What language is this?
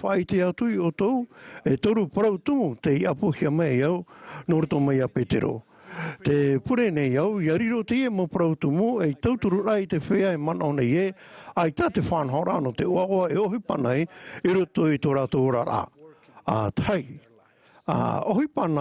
Tahitian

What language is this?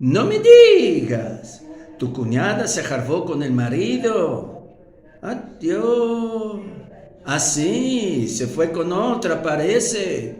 Ladino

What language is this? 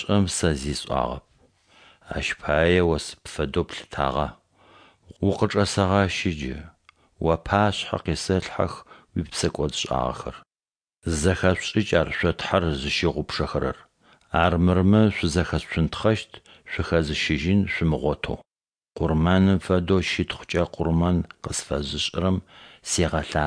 Adyghe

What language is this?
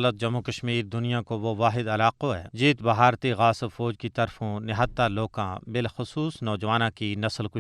Gujari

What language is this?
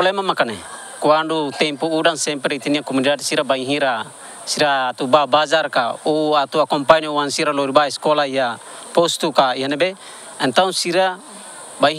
Tetum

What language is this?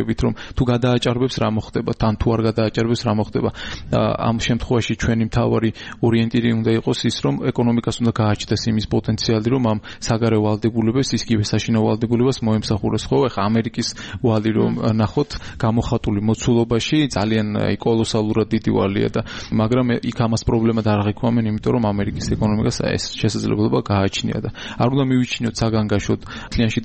Georgian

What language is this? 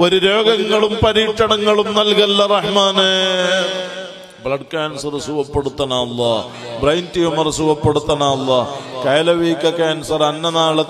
Malayalam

